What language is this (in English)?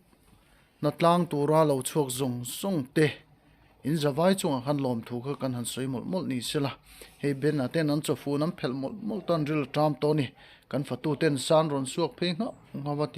Mizo